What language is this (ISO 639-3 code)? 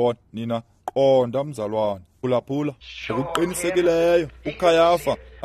xho